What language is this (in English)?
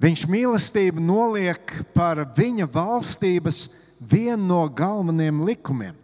Latvian